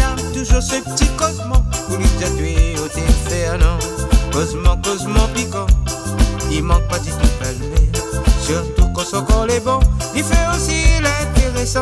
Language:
Réunion Creole French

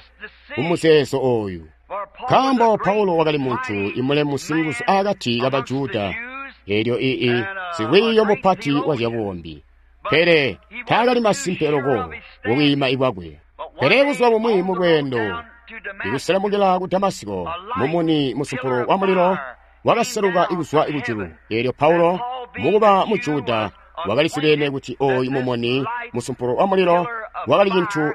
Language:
Tonga (Zambia)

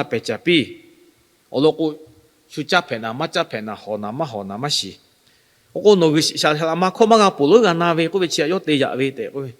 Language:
Lahu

